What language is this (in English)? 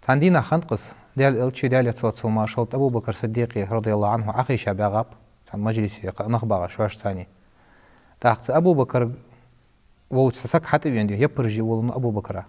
Ingush